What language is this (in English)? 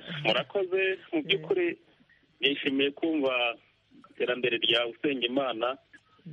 Kinyarwanda